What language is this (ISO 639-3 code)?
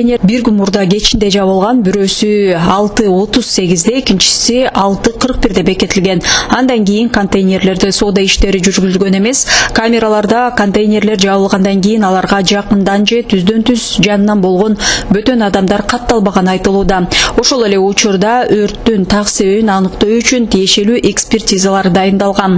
kir